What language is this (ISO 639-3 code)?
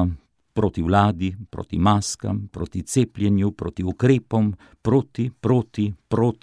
slv